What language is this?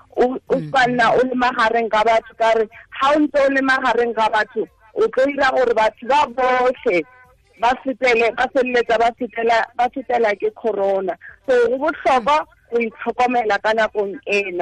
Tswana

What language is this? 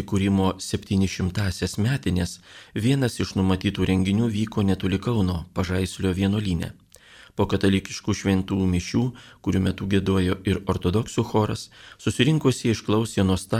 Lithuanian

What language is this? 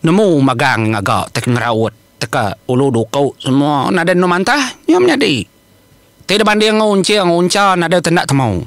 Iban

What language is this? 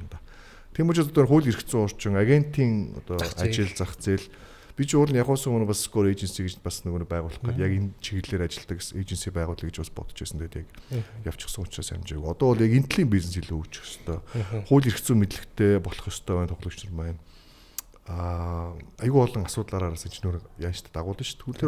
Mongolian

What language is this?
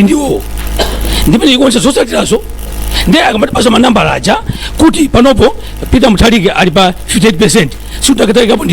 Nyanja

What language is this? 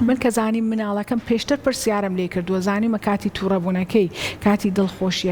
Central Kurdish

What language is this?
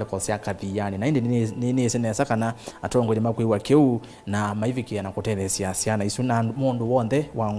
Kamba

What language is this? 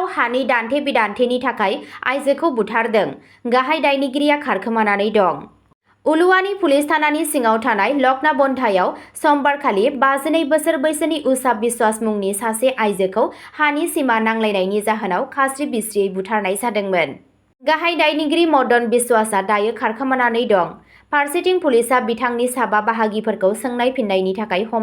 Bodo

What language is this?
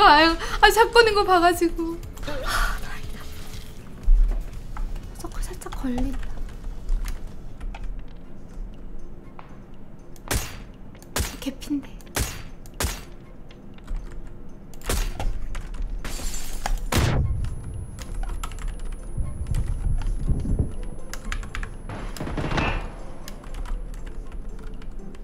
Korean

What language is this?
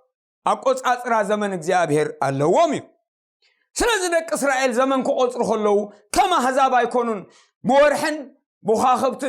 Tigrinya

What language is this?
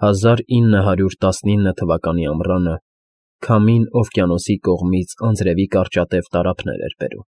Armenian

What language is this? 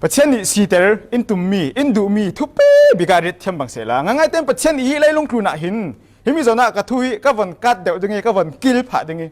Falam Chin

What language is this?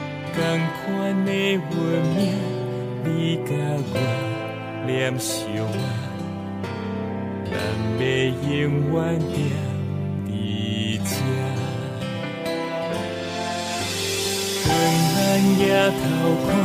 Chinese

